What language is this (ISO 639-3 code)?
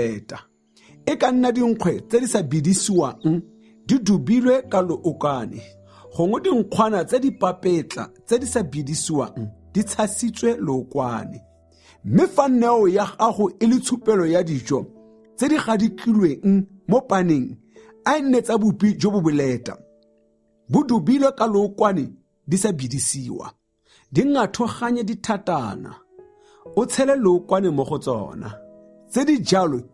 tsn